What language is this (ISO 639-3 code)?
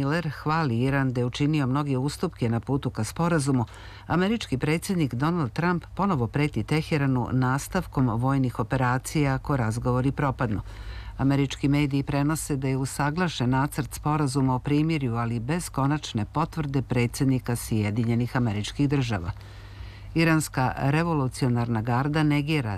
srp